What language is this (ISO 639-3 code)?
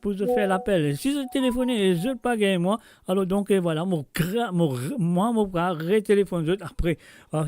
mfe